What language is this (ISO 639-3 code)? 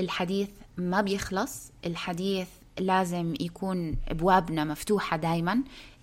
apc